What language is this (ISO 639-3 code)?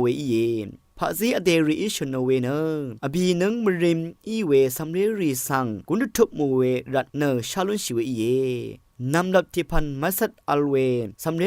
raw